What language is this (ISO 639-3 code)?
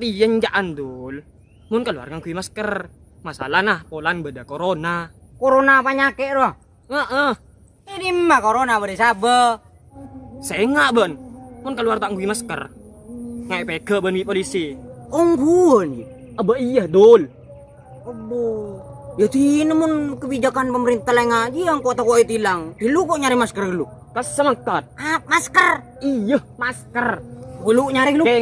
mad